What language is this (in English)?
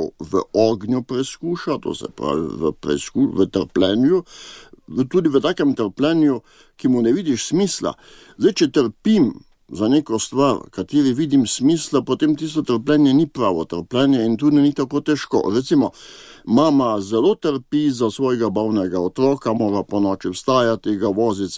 Slovenian